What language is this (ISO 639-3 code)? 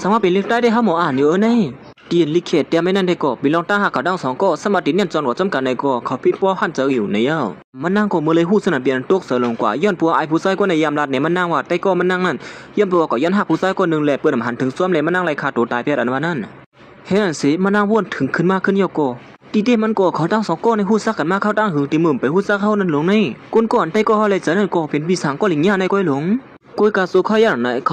shn